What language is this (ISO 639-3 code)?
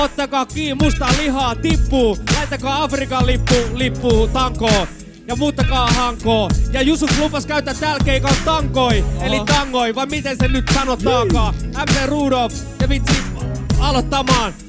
fin